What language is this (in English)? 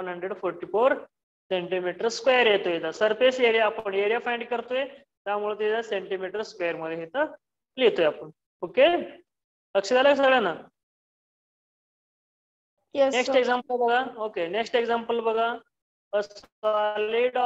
Marathi